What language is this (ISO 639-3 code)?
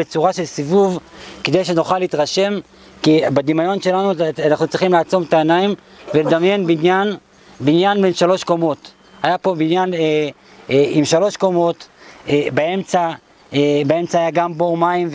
heb